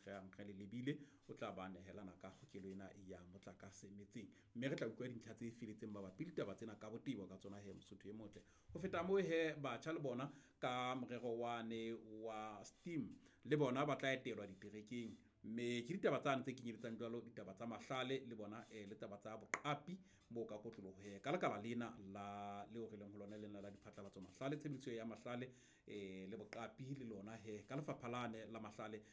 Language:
Southern Sotho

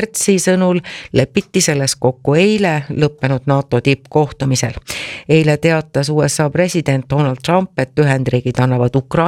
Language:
Estonian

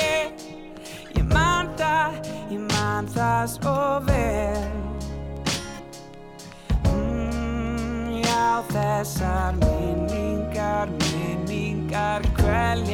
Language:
Icelandic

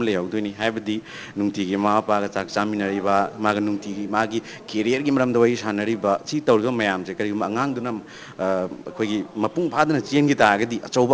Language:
Manipuri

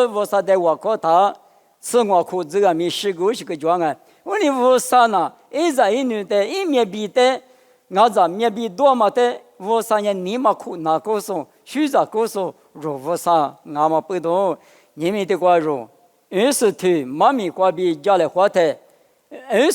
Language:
Lisu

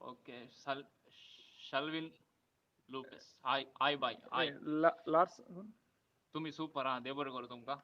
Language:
Konkani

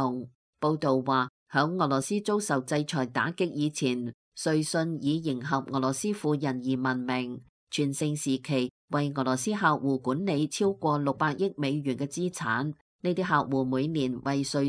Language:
Cantonese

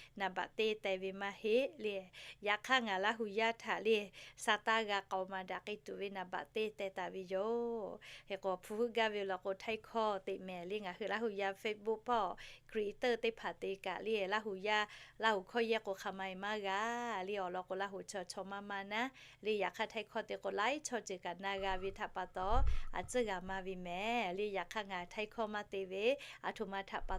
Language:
Lahu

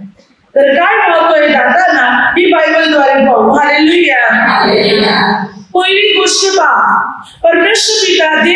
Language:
Marathi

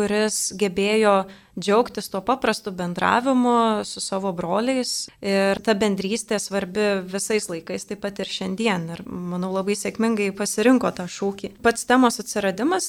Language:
Lithuanian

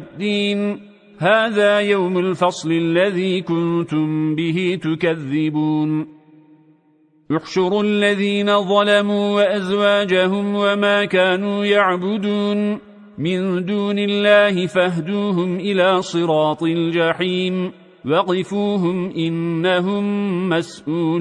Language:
Arabic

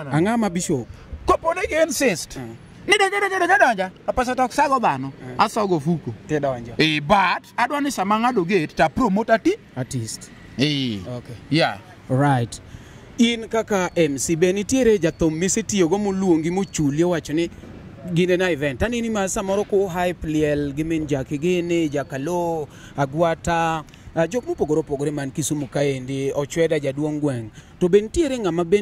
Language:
Luo (Kenya and Tanzania)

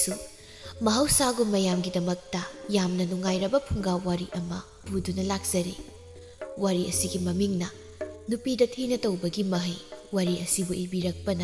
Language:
Manipuri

